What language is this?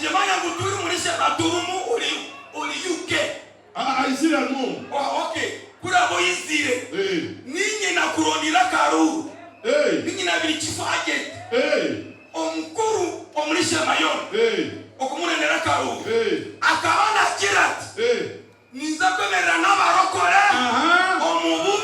Nyankole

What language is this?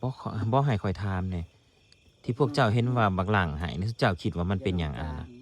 Northeastern Thai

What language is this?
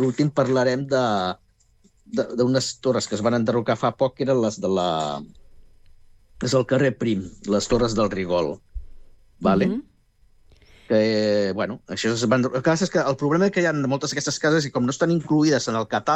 Catalan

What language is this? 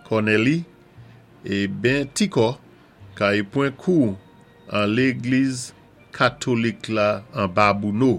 Saint Lucian Creole French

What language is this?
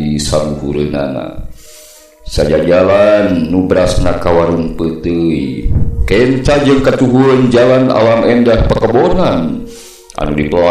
Sundanese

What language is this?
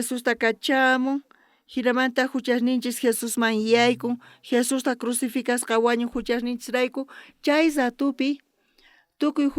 South Bolivian Quechua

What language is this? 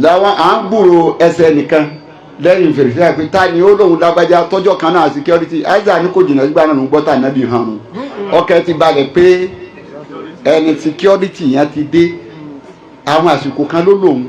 Yoruba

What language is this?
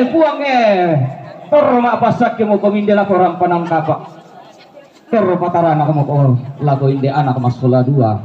Toraja-Sa'dan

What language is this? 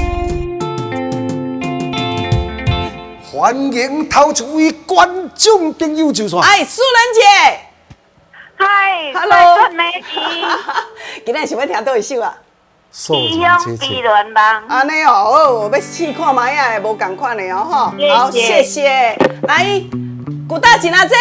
Min Nan Chinese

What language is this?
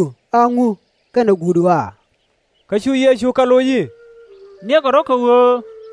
Nuer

